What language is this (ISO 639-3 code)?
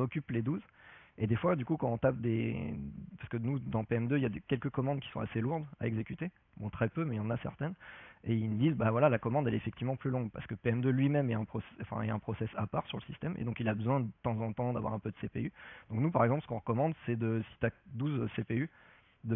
fra